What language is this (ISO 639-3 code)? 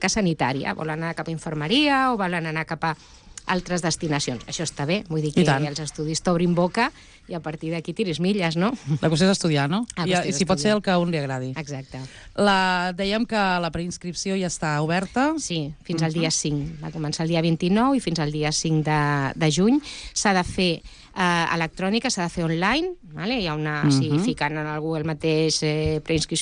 cat